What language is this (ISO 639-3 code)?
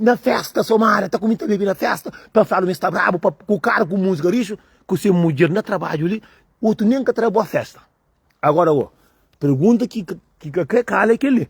kea